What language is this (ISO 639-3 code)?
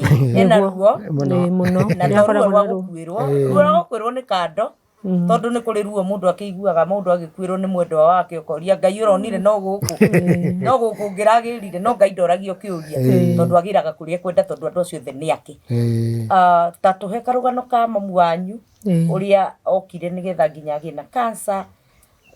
kik